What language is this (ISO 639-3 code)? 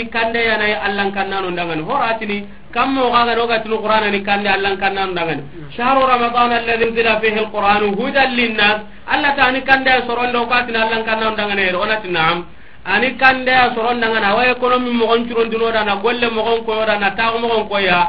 snk